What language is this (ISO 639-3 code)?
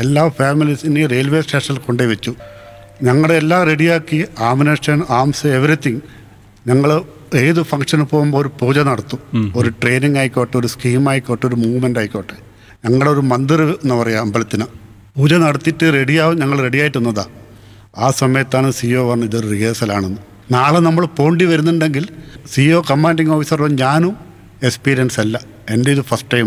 mal